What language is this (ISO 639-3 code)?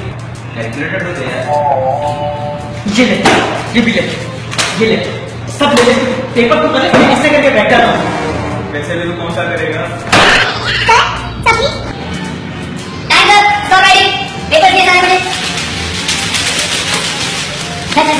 hin